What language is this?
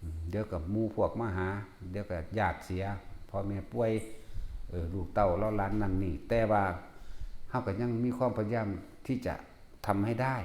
Northeastern Thai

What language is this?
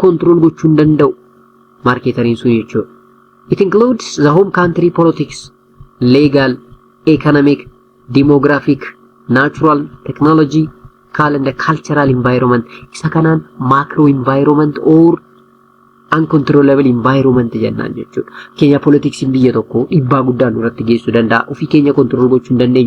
Oromo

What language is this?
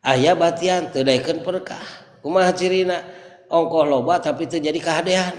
Sundanese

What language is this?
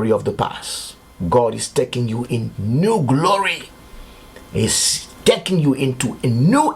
Morisyen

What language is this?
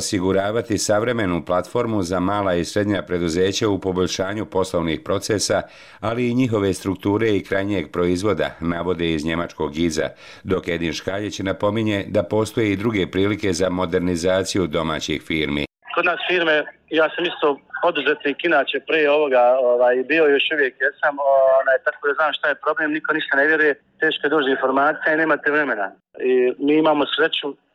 Bosnian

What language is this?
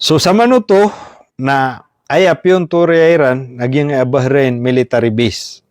Maranao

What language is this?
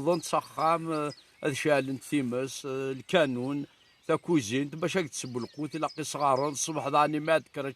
Kabyle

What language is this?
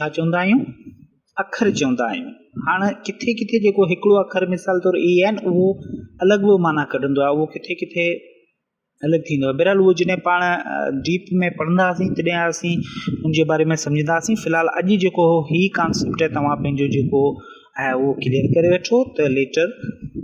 Sindhi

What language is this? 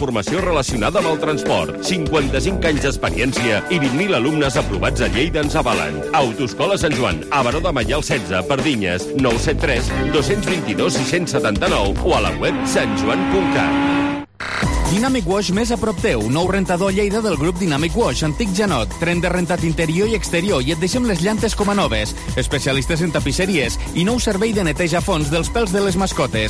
Catalan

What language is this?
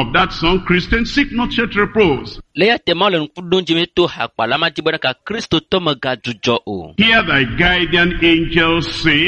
Ewe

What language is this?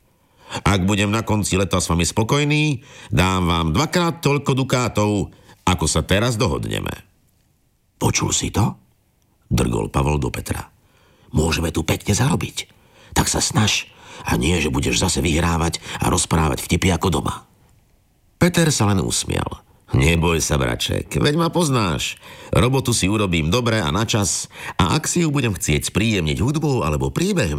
Slovak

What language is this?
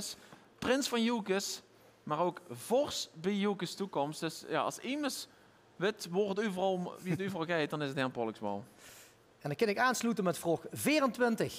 Limburgish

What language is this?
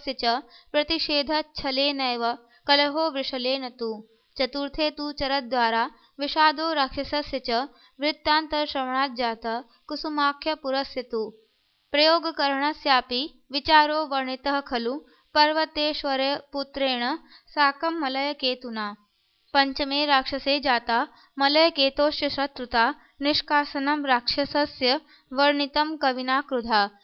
Sanskrit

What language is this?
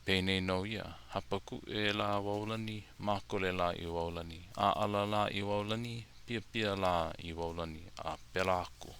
Hawaiian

